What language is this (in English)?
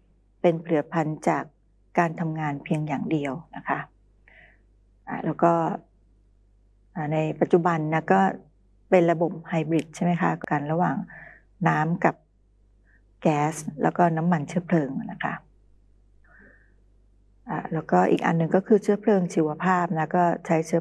Thai